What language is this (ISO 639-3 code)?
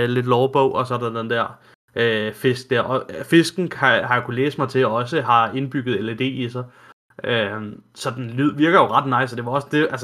dan